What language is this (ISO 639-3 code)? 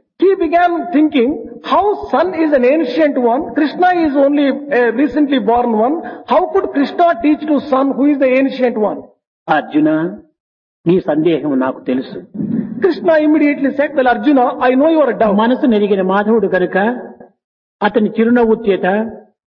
tel